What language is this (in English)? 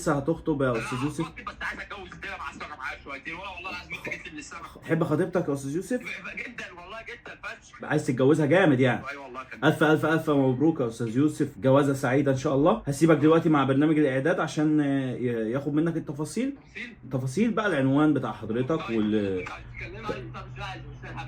Egyptian Arabic